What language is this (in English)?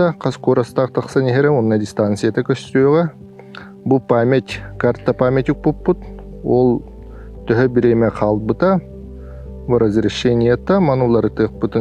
Yakut